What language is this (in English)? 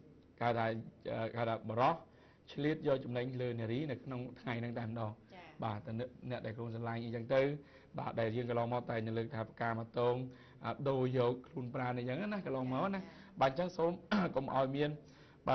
Khmer